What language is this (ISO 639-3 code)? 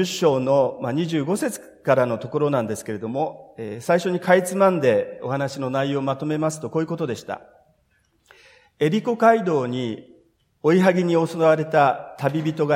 jpn